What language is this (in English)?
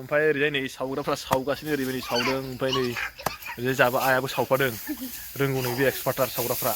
Bodo